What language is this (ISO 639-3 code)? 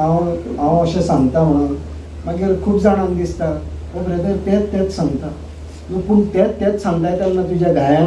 kok